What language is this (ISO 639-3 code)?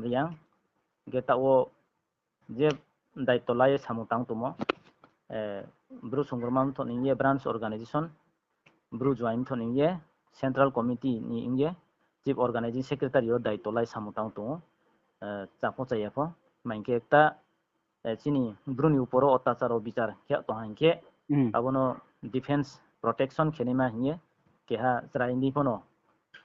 ria